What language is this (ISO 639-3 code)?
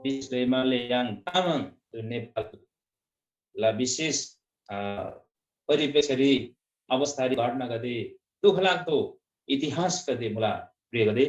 taj